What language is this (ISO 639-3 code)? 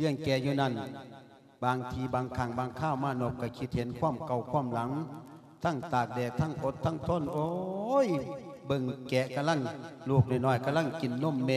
lao